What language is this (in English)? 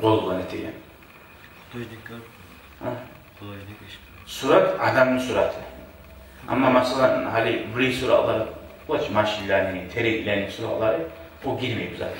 Kumyk